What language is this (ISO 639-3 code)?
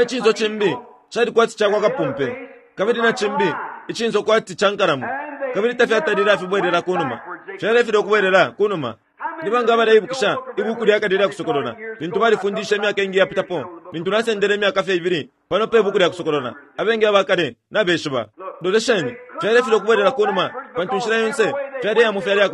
bem